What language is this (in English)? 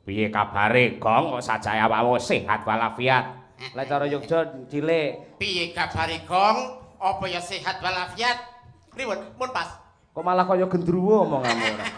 Javanese